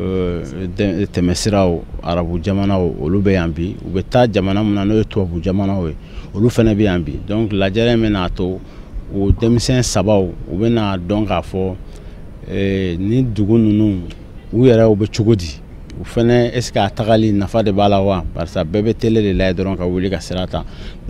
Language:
Bambara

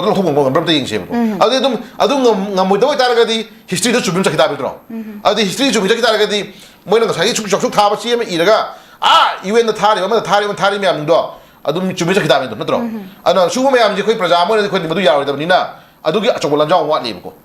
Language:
Manipuri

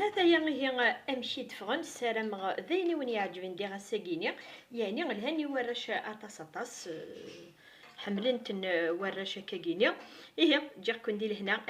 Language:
Kabyle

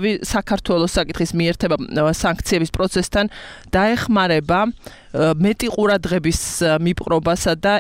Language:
Georgian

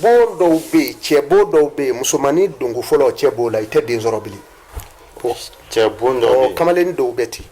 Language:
Bambara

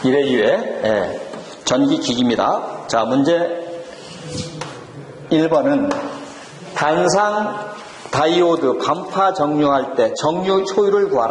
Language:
Korean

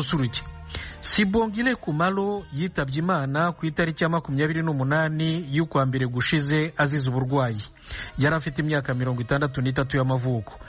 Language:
Kinyarwanda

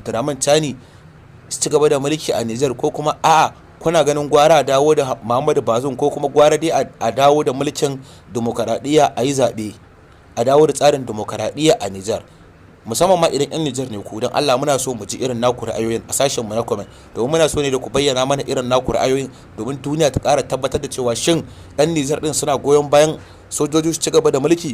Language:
Hausa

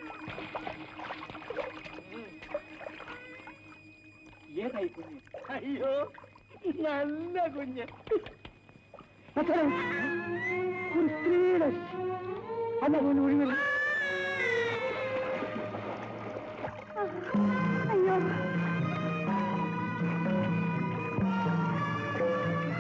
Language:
Malayalam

